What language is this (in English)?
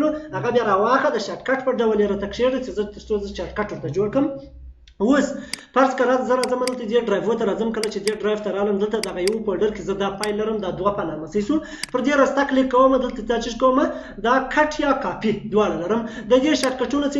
Pashto